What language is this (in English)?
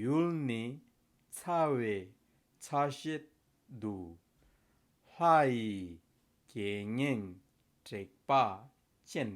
Tibetan